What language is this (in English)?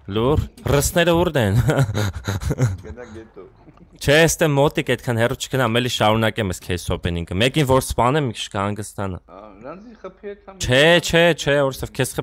Armenian